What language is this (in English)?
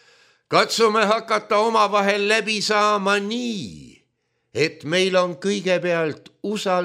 Estonian